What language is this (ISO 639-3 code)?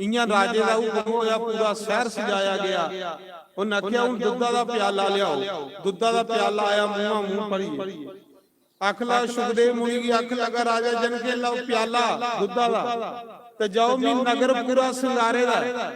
doi